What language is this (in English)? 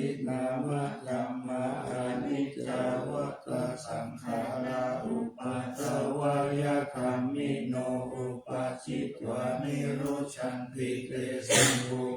Pali